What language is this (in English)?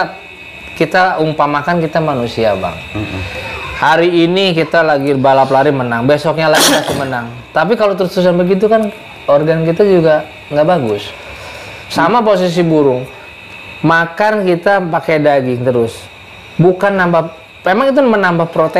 Indonesian